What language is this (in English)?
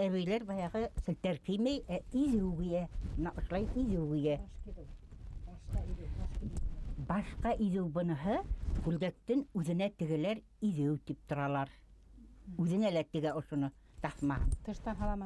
Bashkir